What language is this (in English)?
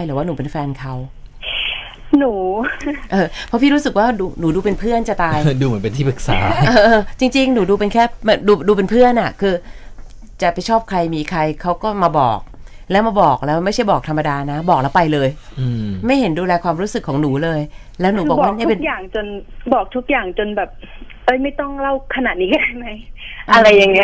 Thai